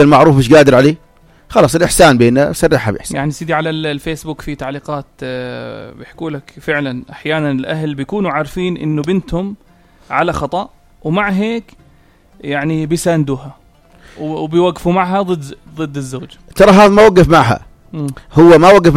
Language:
North Levantine Arabic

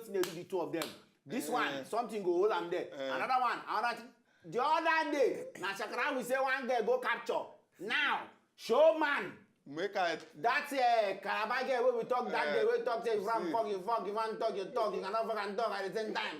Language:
Nigerian Pidgin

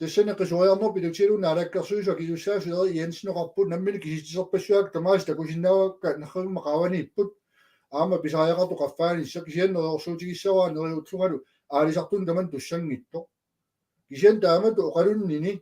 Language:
Kalaallisut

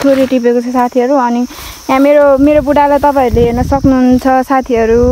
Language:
Nepali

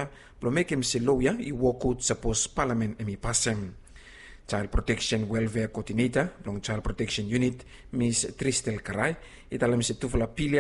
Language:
Bislama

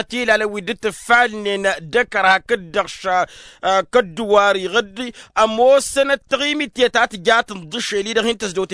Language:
Tamasheq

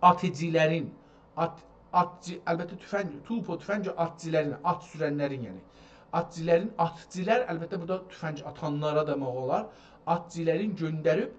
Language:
South Azerbaijani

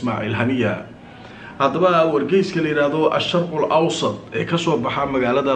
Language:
Somali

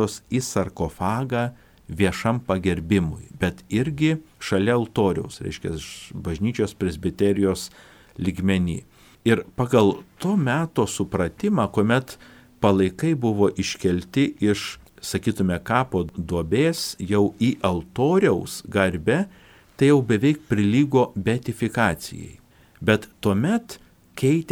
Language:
Lithuanian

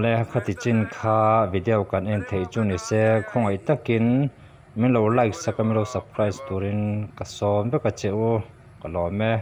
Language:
Mizo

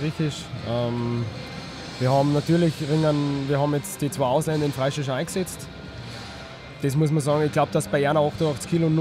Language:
German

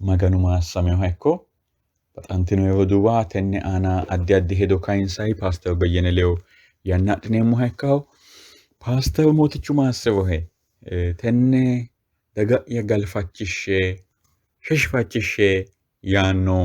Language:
Sidamo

